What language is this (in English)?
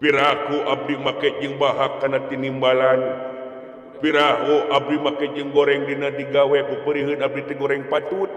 Sundanese